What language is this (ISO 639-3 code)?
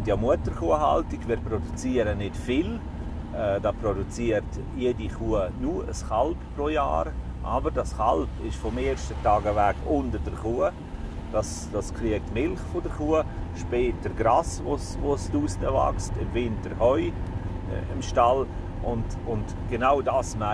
gsw